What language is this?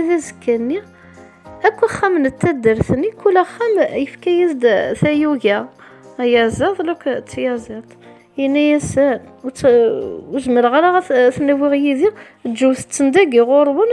Kabyle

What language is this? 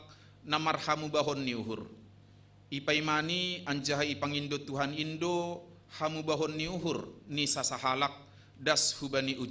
Batak Simalungun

